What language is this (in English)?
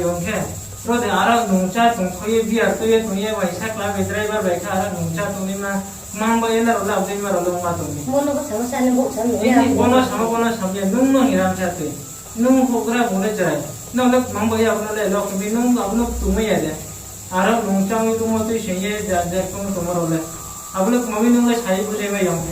Riang (India)